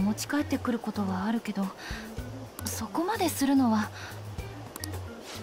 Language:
Japanese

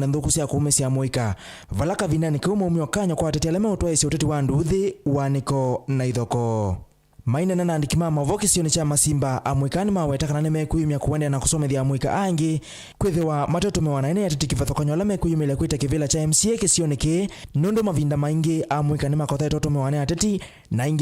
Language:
Kamba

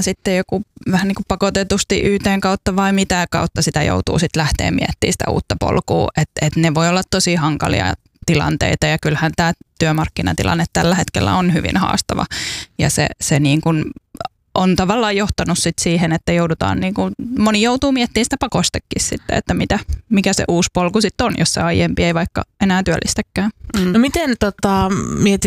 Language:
Finnish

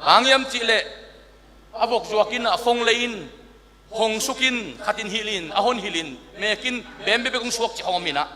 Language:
Tedim Chin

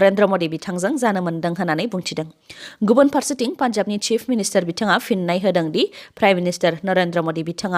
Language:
Bodo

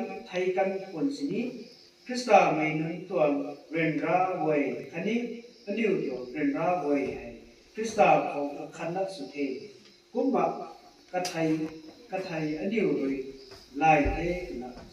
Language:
Rongmei Naga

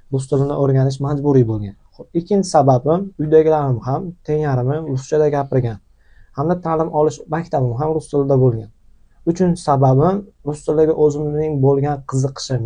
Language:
Uzbek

